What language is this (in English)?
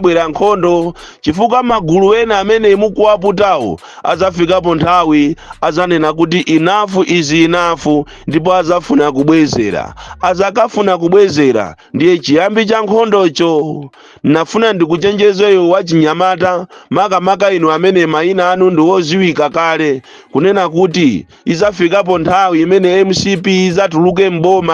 Nyanja